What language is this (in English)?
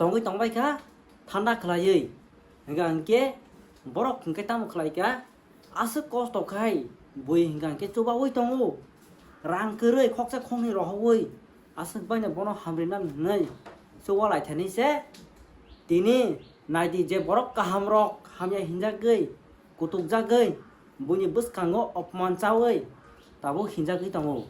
Kok Borok